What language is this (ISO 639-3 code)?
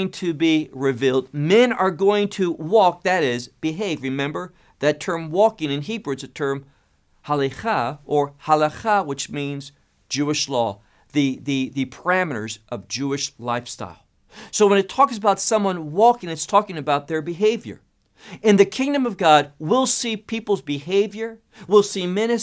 eng